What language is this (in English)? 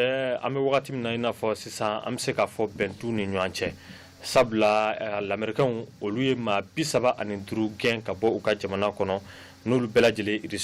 Bambara